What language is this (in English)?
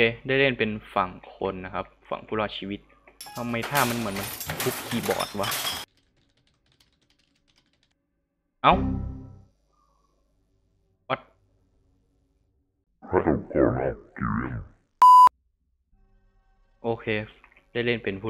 Thai